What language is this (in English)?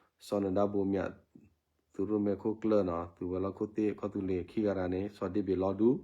S'gaw Karen